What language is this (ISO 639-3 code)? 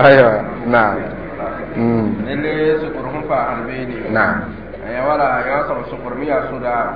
mos